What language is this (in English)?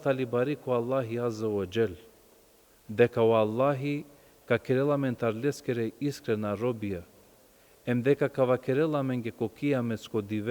Balkan Romani